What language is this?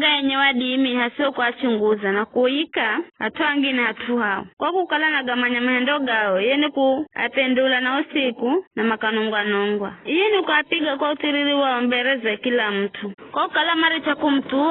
Giryama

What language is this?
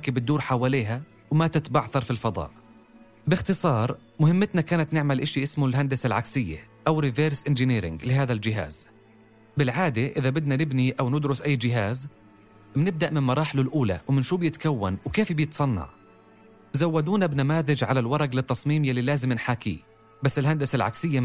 North Levantine Arabic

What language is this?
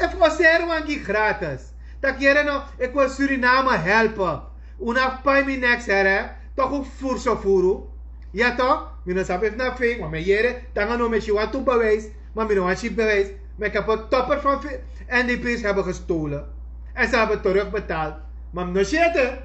Sranan Tongo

